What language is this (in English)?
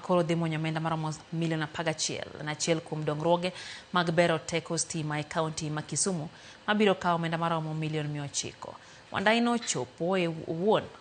Luo (Kenya and Tanzania)